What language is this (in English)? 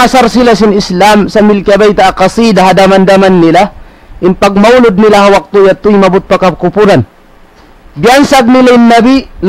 Tausug